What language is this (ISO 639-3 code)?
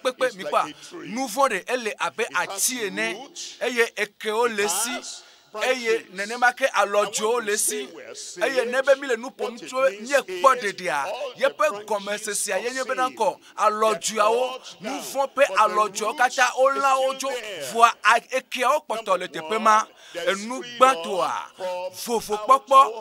ewe